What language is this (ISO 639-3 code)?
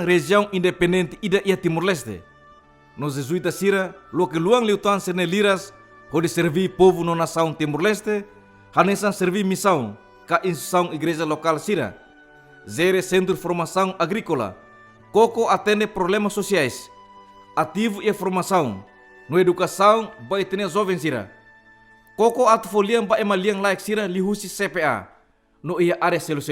tet